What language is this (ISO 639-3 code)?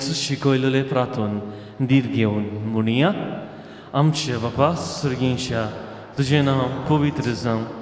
kok